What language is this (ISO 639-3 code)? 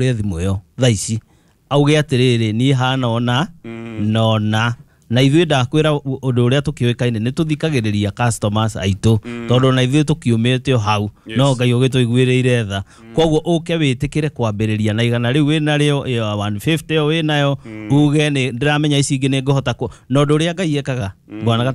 kik